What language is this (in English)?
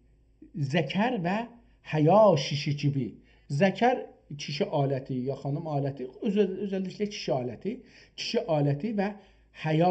South Azerbaijani